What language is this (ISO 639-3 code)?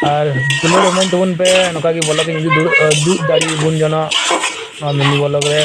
sat